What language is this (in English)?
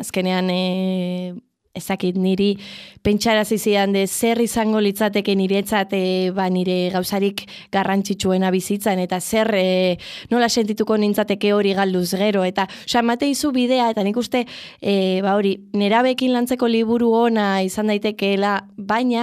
Basque